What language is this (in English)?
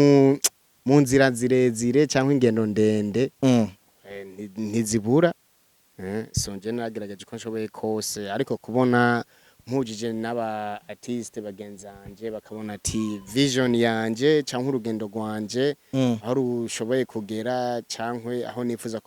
Rundi